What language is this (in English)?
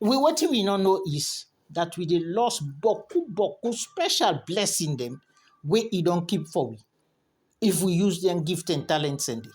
Krio